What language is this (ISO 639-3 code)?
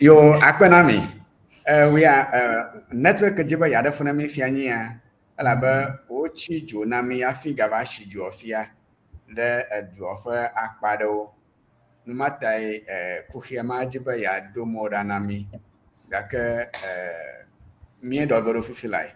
ewe